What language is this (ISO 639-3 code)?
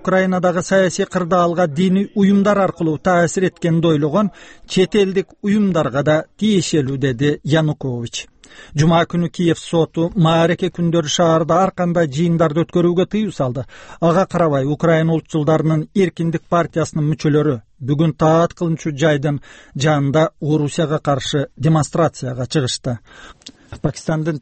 kir